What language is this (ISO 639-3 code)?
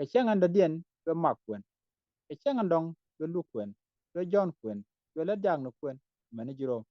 nus